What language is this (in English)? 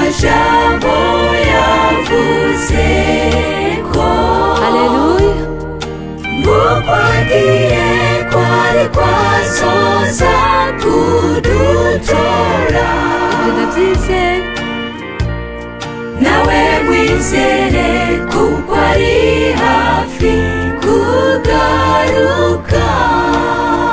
Rundi